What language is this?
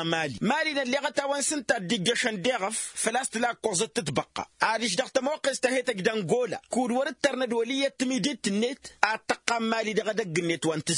Tamasheq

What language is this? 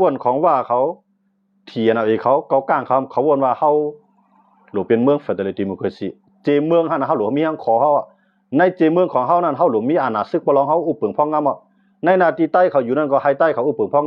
Shan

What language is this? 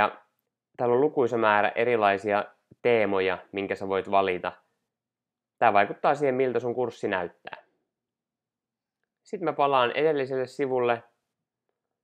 Finnish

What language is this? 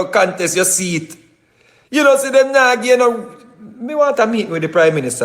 Jamaican Creole English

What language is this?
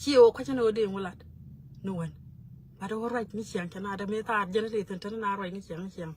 Nuer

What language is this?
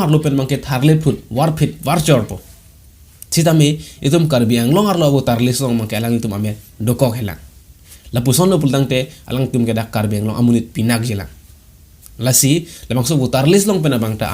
Karbi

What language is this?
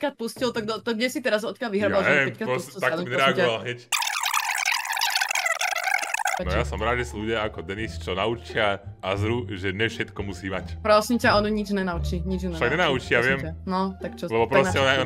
Slovak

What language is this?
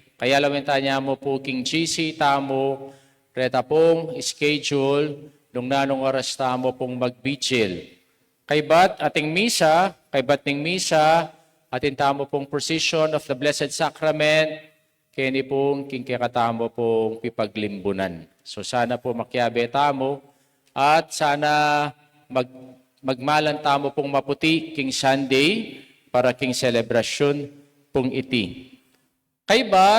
Pampanga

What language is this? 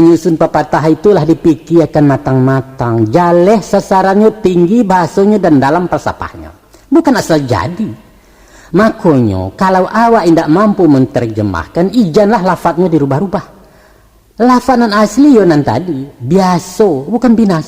Minangkabau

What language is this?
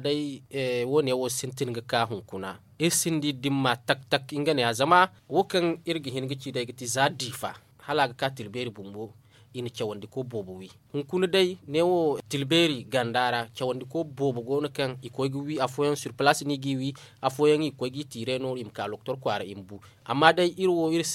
Zarma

